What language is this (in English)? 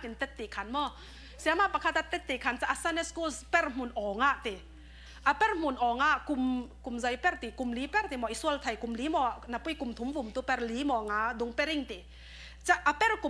Falam Chin